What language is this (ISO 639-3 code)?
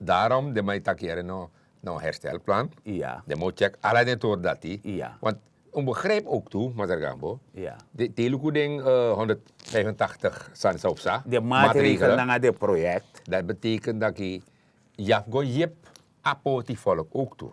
srn